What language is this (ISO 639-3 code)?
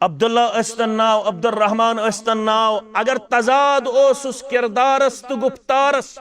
kas